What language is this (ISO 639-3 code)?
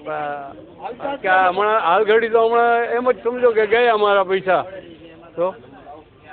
guj